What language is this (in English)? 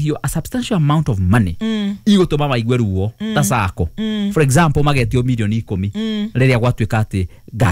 Kikuyu